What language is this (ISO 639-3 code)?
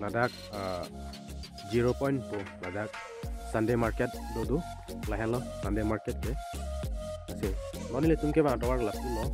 mjw